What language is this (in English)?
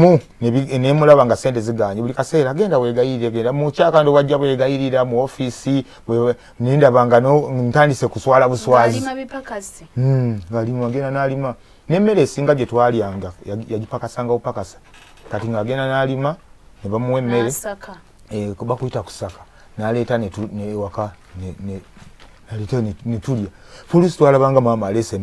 Ganda